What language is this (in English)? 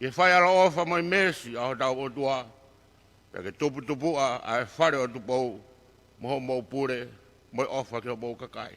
Tongan